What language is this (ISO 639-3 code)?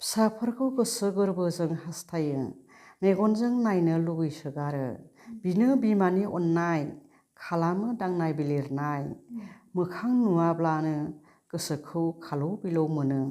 brx